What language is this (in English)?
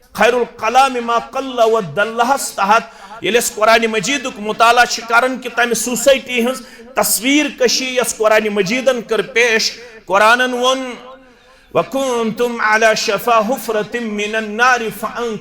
Kashmiri